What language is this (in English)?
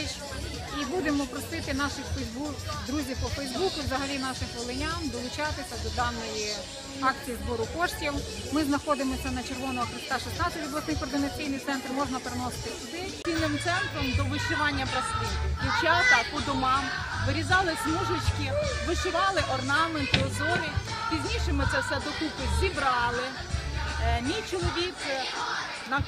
Ukrainian